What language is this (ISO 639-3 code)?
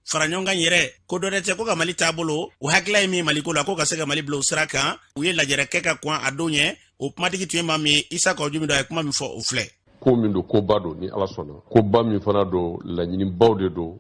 bam